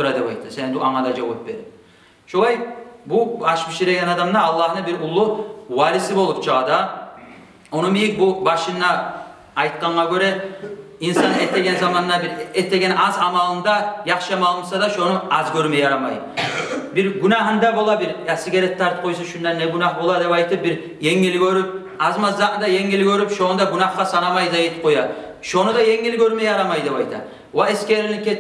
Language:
Kumyk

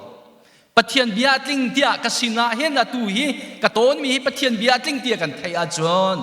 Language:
Hakha Chin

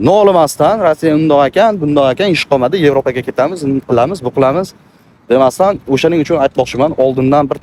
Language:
Uzbek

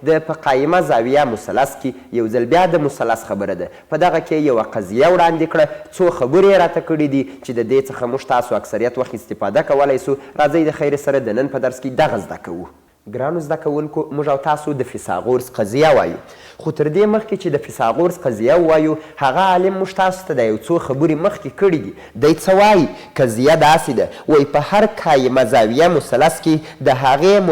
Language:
Pashto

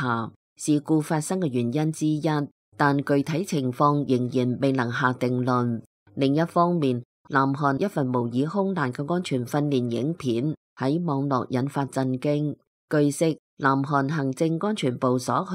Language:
Cantonese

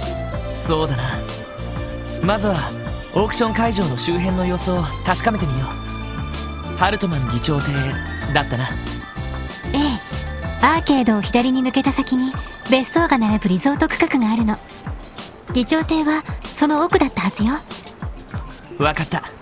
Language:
Japanese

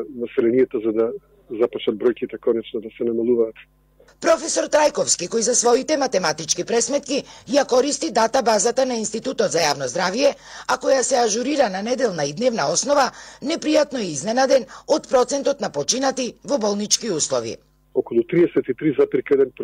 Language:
Macedonian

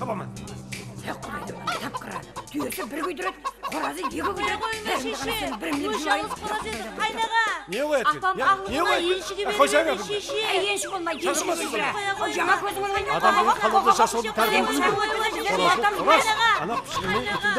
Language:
Kara-Kalpak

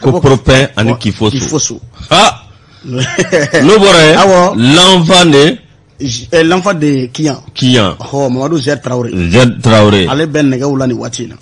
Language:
Bambara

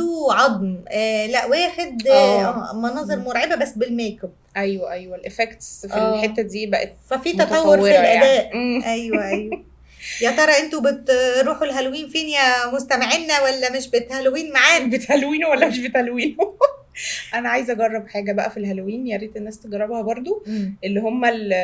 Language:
Egyptian Arabic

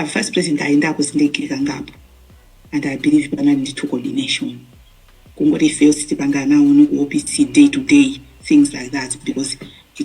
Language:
Nyanja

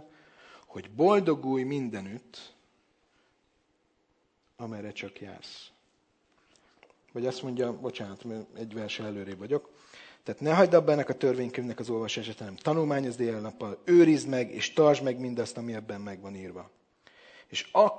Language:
Hungarian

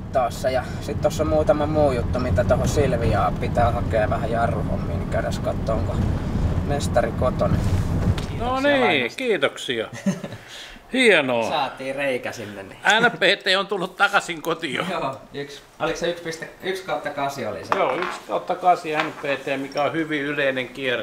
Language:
Finnish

